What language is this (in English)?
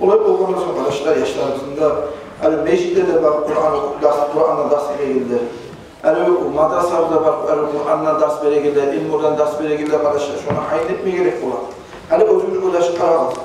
Kumyk